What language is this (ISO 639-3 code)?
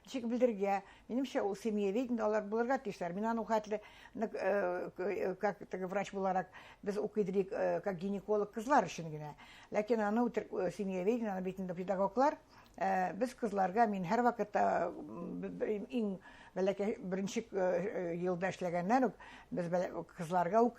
bak